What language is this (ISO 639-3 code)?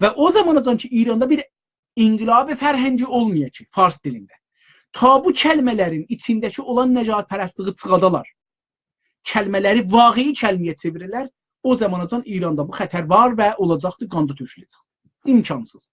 azb